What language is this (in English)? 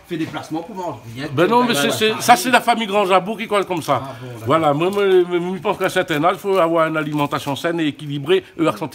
Réunion Creole French